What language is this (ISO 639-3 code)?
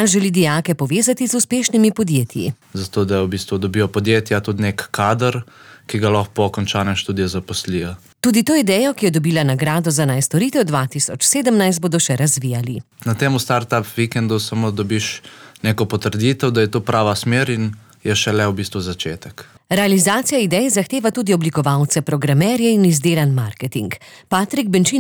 slv